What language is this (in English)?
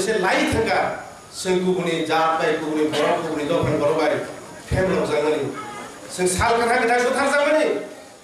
Kok Borok